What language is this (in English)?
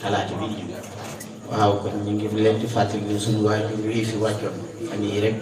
Wolof